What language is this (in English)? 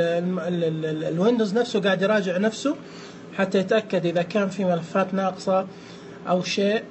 Najdi Arabic